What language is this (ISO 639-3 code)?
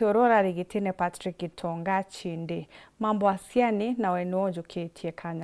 mer